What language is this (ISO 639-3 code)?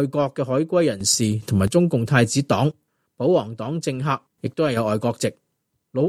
yue